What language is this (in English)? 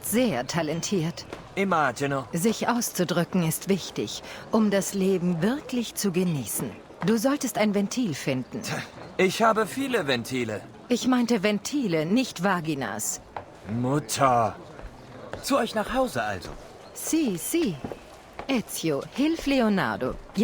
Bavarian